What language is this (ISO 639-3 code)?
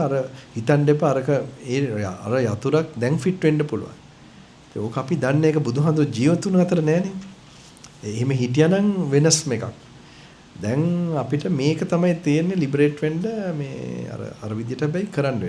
sin